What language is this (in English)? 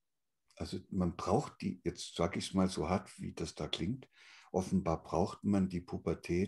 German